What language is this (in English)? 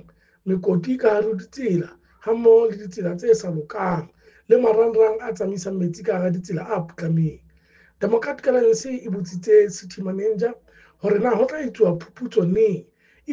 Southern Sotho